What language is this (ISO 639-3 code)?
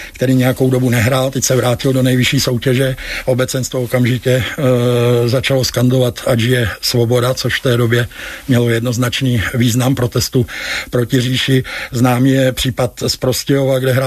ces